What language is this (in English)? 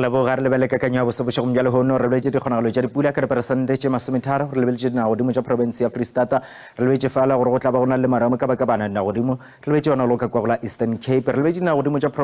Northern Sotho